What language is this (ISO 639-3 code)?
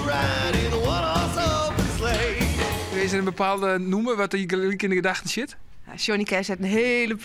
fry